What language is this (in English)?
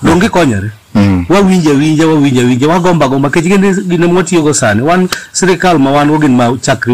Luo (Kenya and Tanzania)